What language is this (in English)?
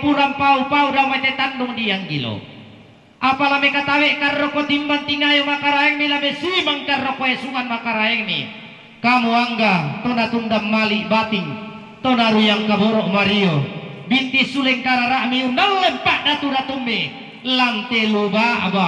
Toraja-Sa'dan